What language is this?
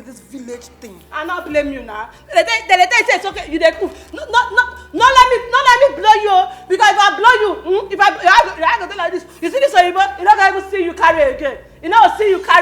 Nigerian Pidgin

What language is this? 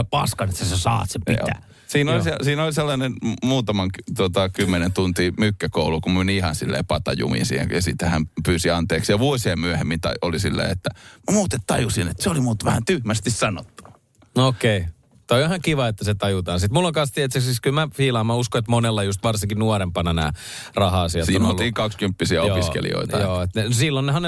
Finnish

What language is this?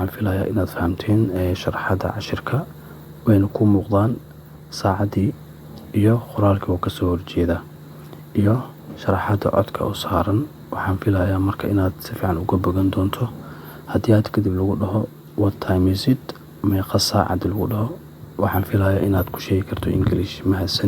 Somali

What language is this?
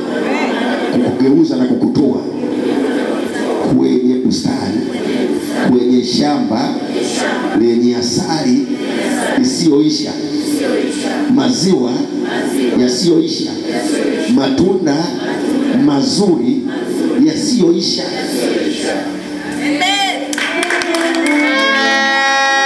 Swahili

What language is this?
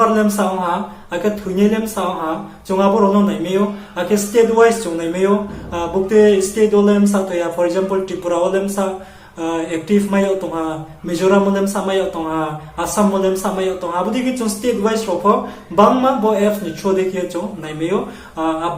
Riang (India)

